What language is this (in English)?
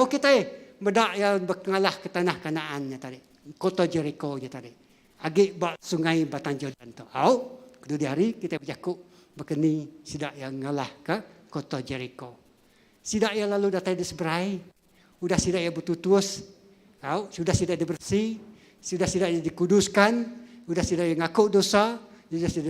Iban